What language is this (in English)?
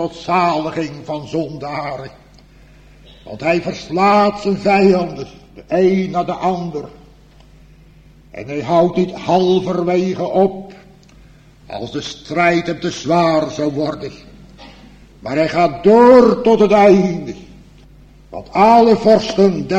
Dutch